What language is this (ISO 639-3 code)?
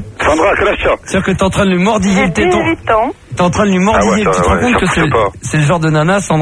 fra